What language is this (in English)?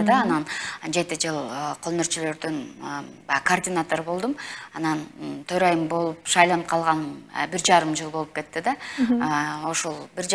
Kyrgyz